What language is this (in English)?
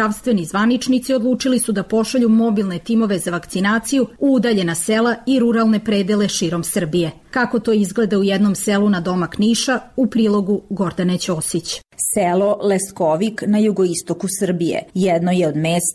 Serbian